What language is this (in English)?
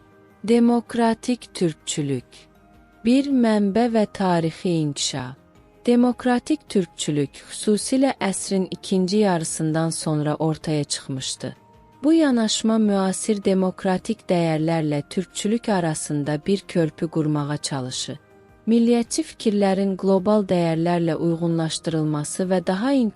South Azerbaijani